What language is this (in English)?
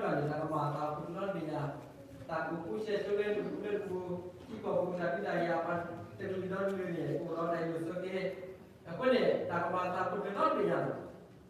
S'gaw Karen